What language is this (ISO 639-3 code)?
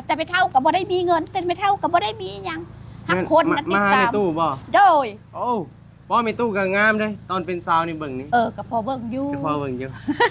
tts